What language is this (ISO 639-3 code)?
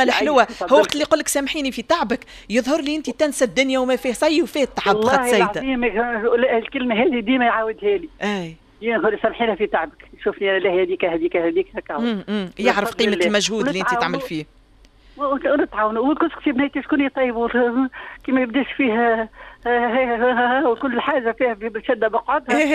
aeb